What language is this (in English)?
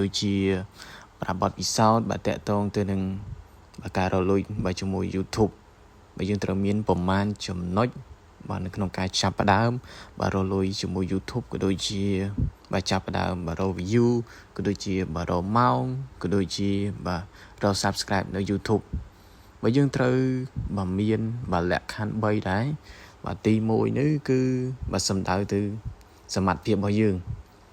Khmer